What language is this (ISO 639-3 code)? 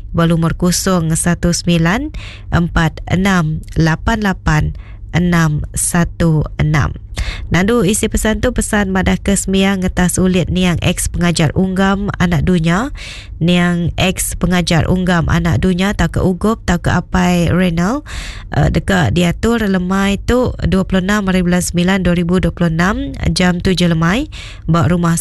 iba